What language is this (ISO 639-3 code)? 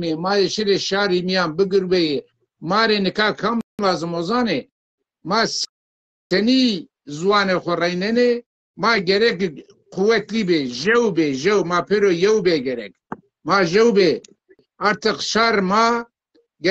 zza